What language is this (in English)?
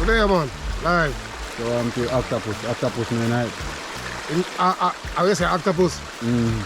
Jamaican Creole English